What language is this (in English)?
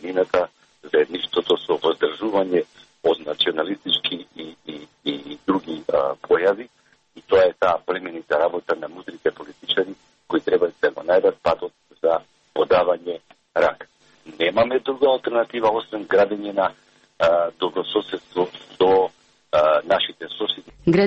Macedonian